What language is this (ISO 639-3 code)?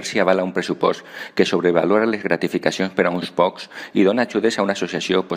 cat